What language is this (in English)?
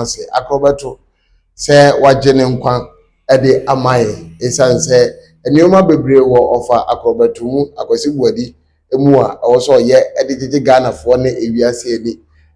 Akan